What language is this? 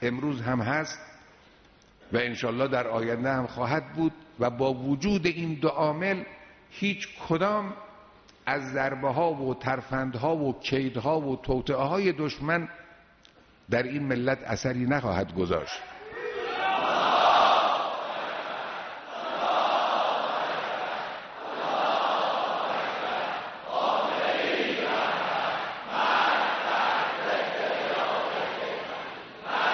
Persian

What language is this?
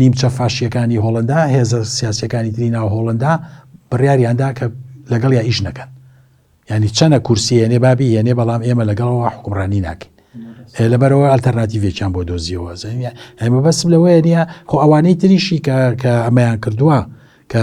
Central Kurdish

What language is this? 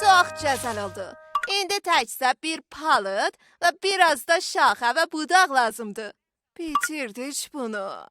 South Azerbaijani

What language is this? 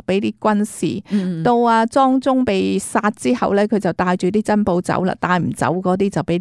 Cantonese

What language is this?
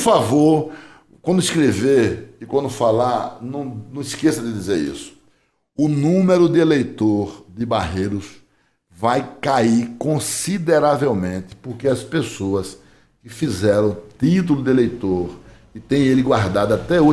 Portuguese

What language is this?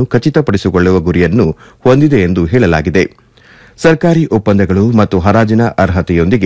Kannada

